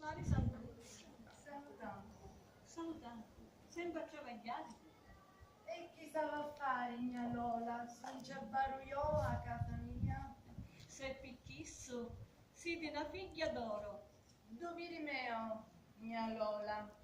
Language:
Sicilian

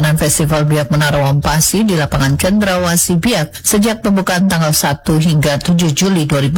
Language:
Indonesian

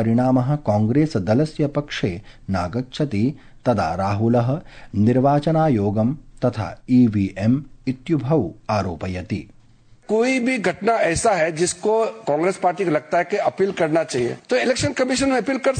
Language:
Sanskrit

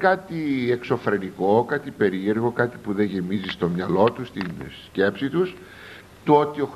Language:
Greek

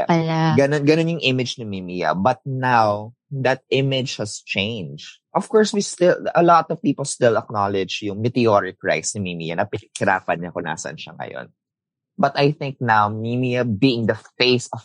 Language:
Filipino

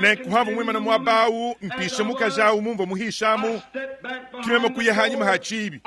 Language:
Luba-Lulua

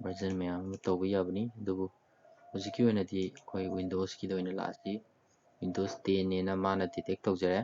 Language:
Manipuri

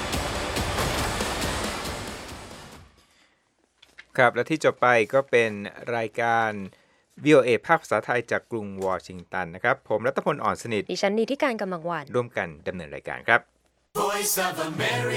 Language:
Thai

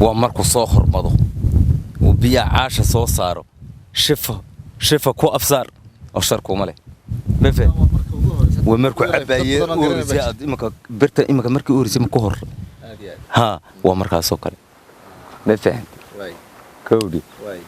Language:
Somali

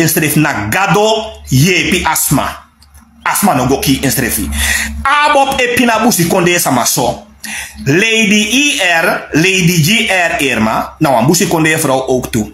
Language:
Sranan Tongo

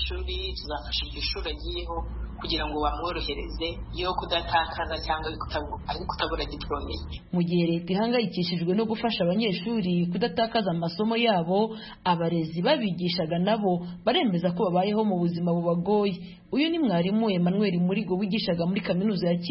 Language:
Kinyarwanda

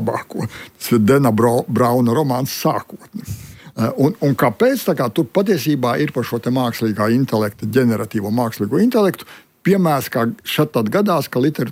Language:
Latvian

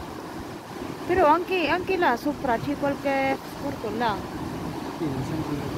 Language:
Italian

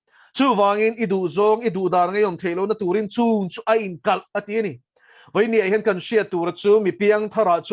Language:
Mizo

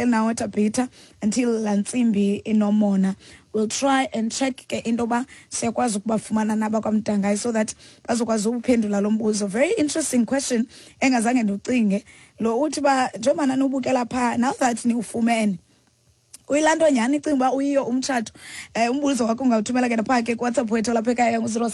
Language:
Xhosa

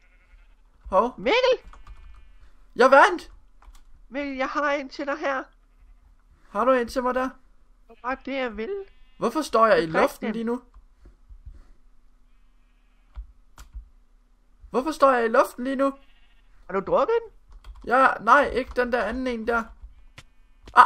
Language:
Danish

